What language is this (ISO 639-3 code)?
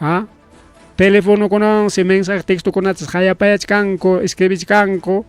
quy